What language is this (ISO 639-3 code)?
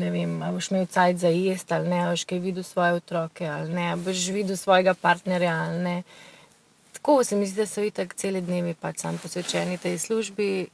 slv